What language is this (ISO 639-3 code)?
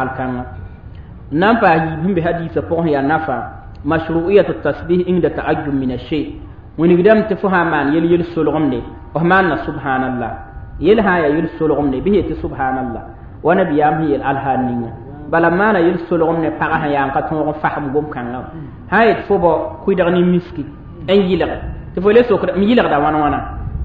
mos